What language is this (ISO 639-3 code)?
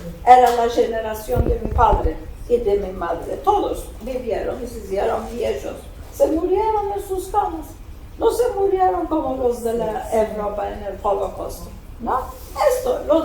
lad